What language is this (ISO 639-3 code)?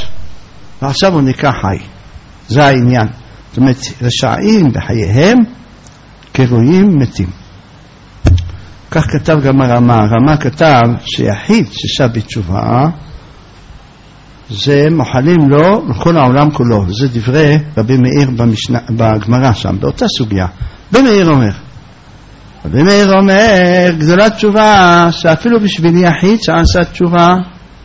heb